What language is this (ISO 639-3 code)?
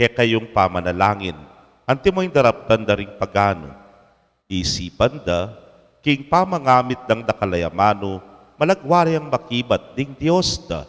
pam